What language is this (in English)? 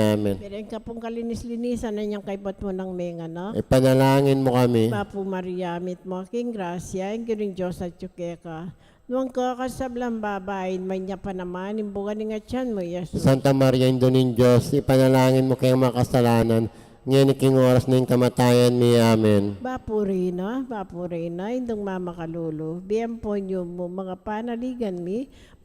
Pampanga